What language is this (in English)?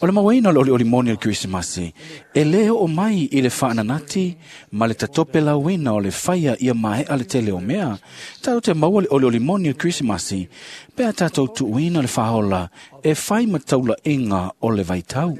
Samoan